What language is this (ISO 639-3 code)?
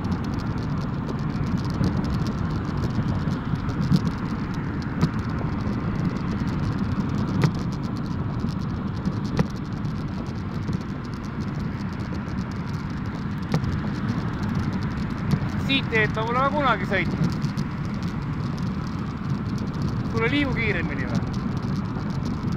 est